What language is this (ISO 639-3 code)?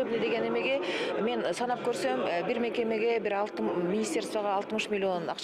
kir